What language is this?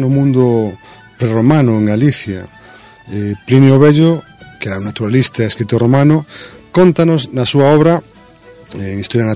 Galician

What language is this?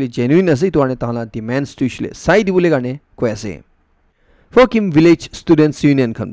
Naga Pidgin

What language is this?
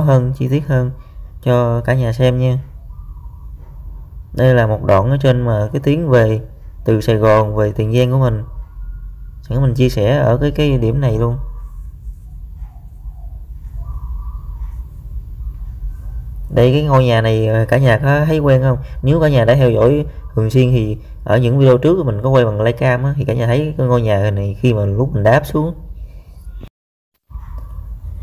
Vietnamese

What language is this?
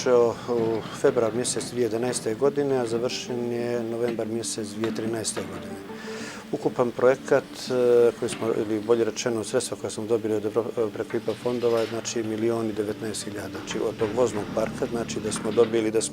Bosnian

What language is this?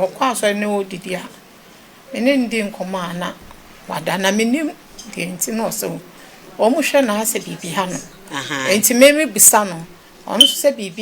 Akan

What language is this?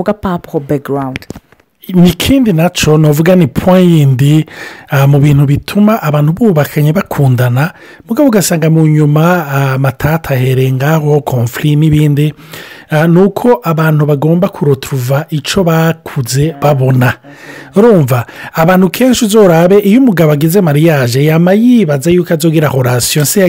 Rundi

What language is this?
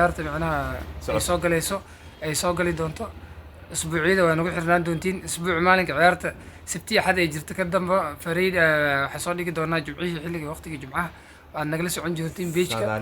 Somali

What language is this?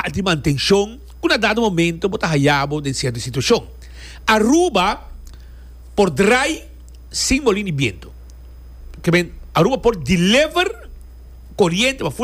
Papiamento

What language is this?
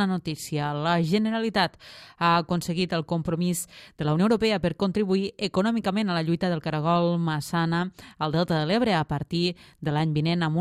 Catalan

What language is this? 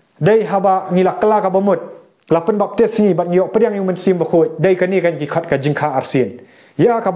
Khasi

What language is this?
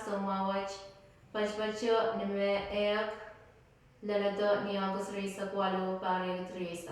Pohnpeian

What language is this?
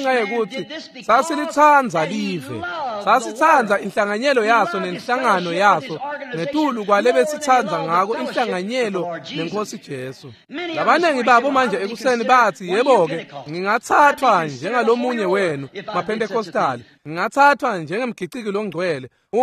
Swati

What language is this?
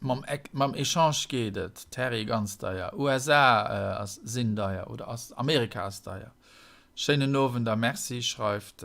Luxembourgish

